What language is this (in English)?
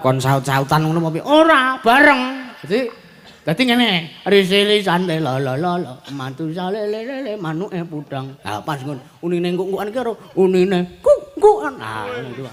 Javanese